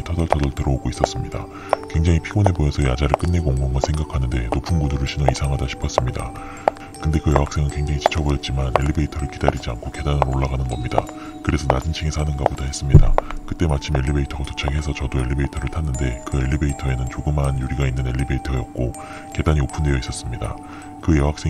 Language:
Korean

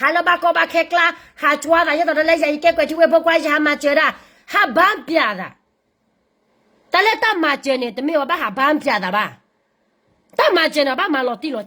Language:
S'gaw Karen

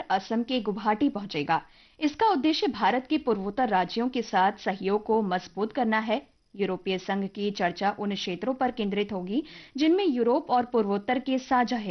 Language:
Hindi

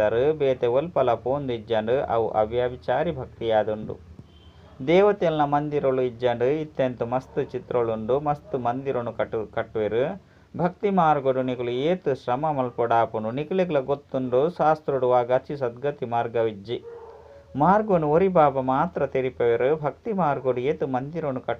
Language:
Tulu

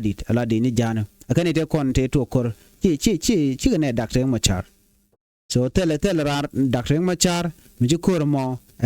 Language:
Nuer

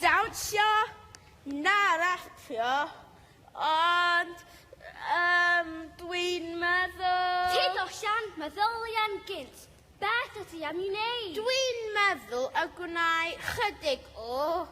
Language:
Welsh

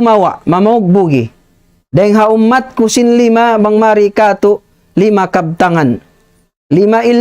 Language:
Tausug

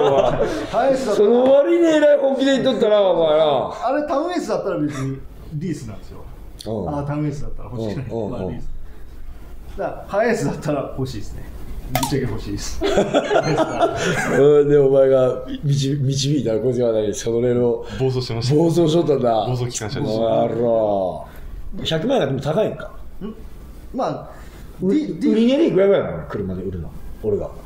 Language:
Japanese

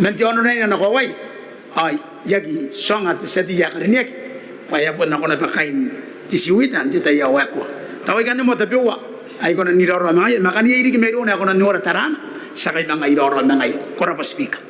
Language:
Gilbertese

